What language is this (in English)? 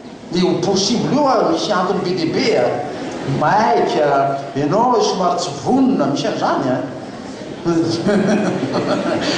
Malagasy